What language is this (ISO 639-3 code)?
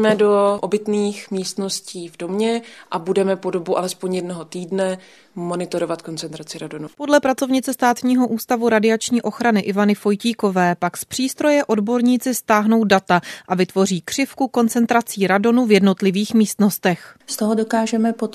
ces